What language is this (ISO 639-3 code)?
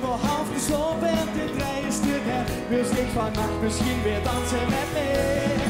lim